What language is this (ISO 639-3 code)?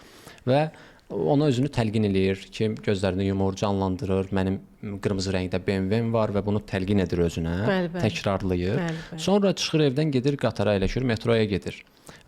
aze